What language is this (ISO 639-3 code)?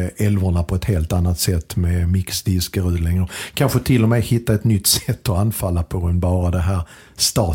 swe